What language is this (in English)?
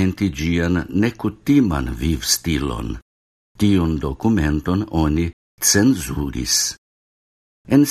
Esperanto